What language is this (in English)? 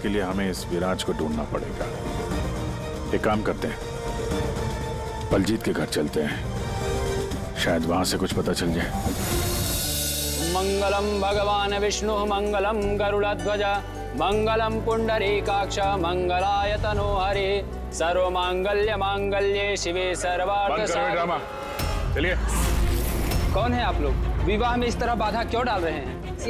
Hindi